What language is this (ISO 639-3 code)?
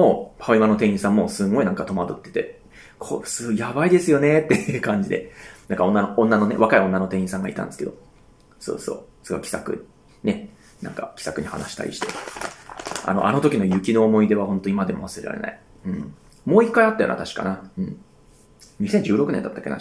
jpn